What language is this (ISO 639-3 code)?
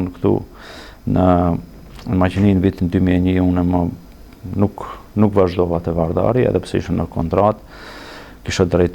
sqi